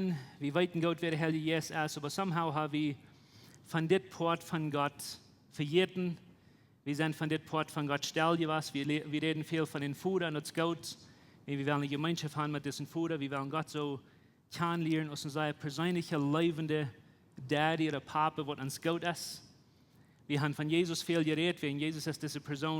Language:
Plautdietsch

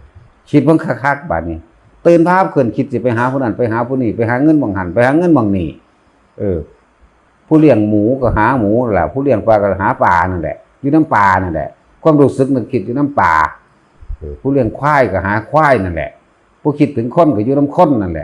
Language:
Northeastern Thai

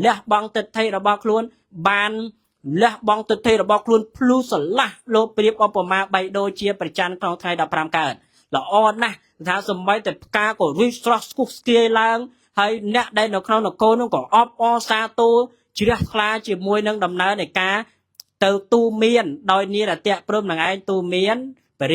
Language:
Khmer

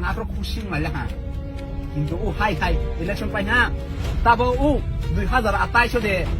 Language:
Kok Borok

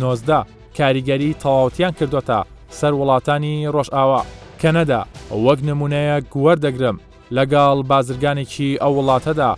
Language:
Central Kurdish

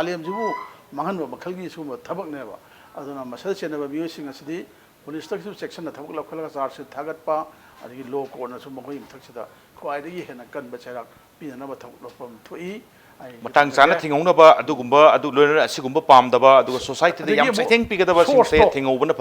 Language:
Manipuri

